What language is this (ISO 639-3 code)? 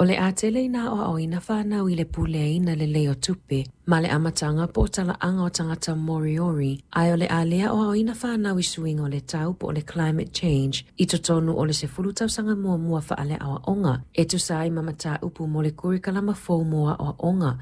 smo